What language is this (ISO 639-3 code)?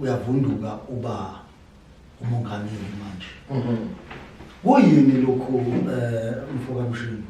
zul